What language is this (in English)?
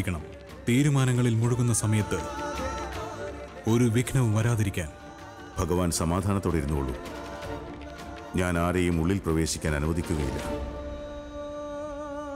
Malayalam